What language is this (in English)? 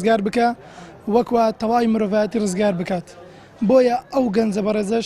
Central Kurdish